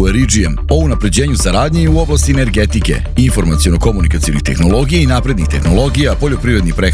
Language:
Serbian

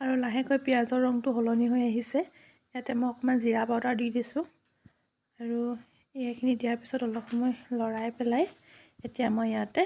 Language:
Assamese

